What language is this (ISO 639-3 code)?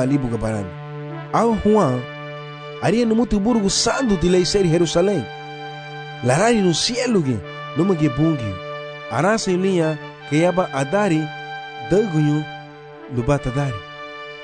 cab